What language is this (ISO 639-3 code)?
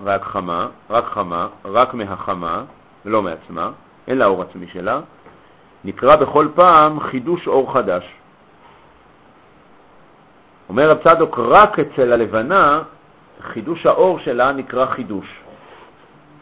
heb